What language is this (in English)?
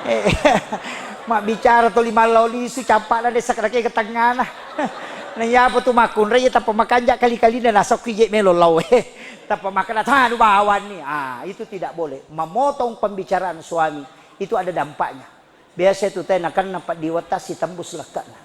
Buginese